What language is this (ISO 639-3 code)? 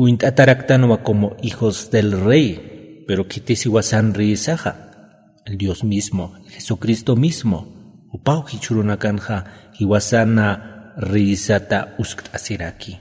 aym